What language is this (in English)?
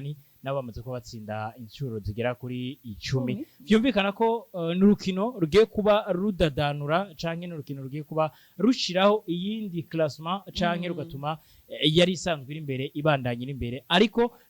Rundi